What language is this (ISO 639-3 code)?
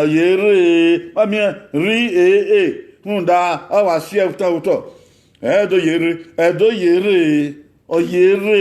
bin